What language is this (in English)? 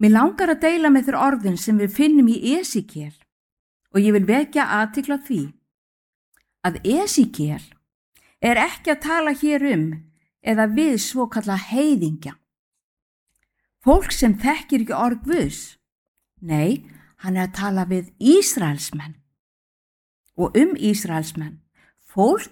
Icelandic